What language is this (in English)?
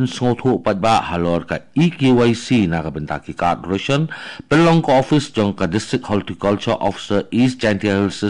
Khasi